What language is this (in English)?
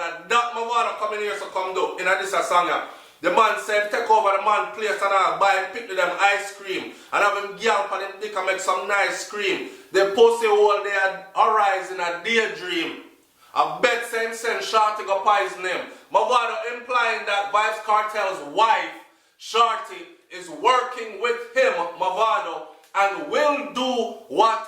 Jamaican Creole English